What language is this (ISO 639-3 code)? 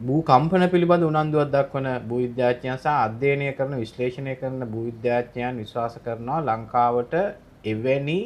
sin